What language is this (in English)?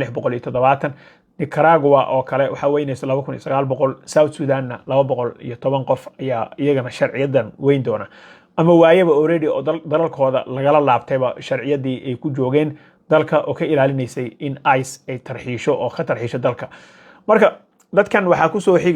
Somali